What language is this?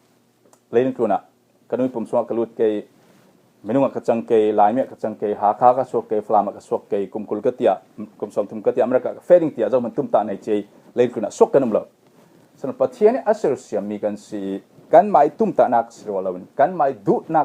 Falam Chin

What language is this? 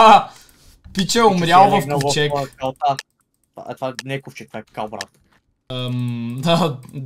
Bulgarian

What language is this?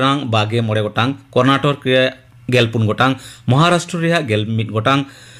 Santali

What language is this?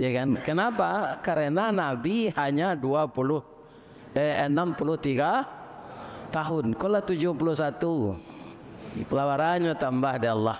Minangkabau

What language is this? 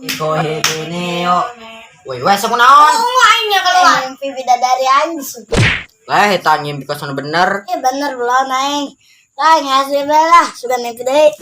Sundanese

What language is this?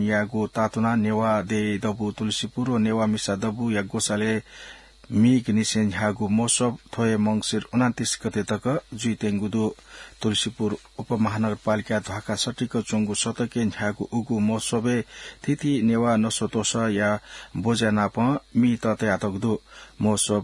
Newari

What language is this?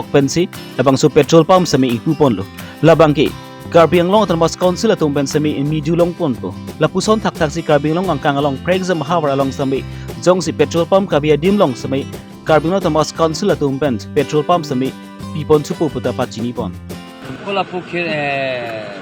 Karbi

